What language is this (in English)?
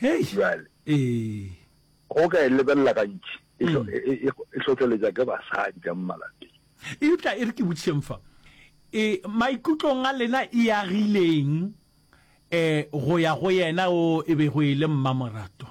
Northern Sotho